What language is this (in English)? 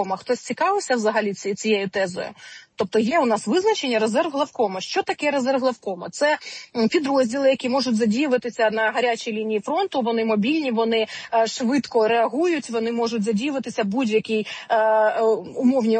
Ukrainian